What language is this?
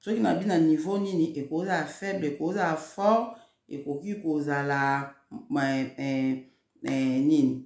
Lingala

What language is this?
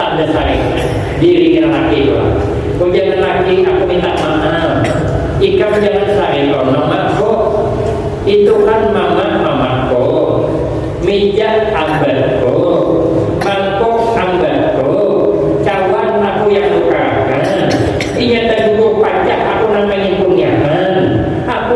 Banjar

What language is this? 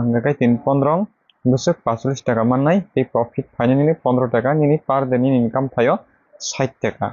Kok Borok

